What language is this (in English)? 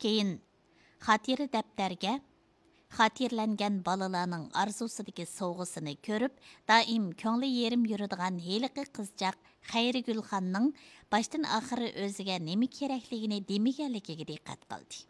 Uyghur